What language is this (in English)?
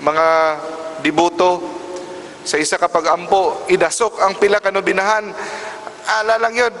Cebuano